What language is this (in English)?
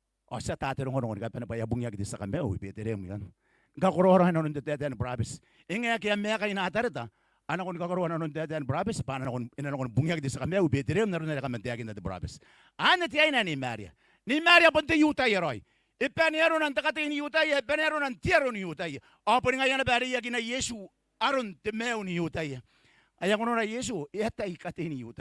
Gilbertese